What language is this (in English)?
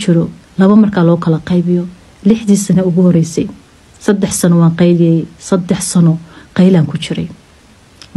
Somali